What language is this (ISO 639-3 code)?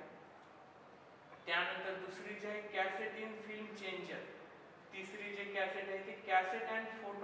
mar